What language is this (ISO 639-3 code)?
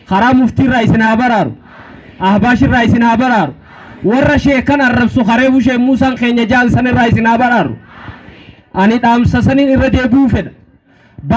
orm